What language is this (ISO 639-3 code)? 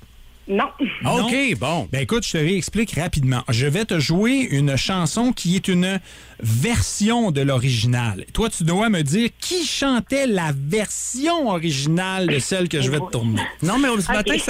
fra